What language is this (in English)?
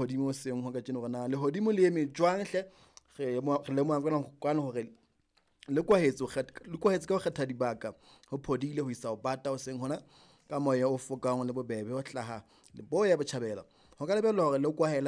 Southern Sotho